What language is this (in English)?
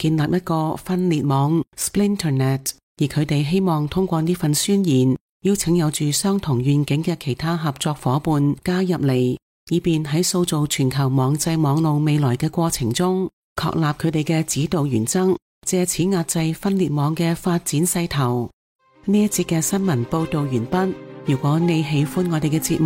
Cantonese